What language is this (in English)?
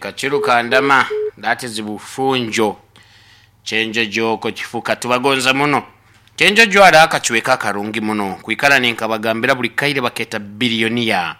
Nyankole